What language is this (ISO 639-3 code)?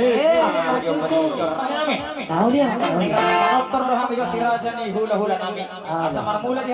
bbc